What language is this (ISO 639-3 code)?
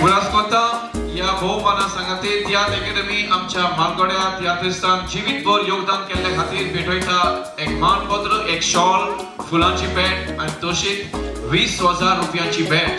kok